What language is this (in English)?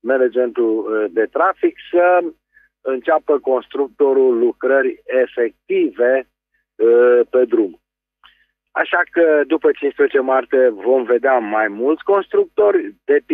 Romanian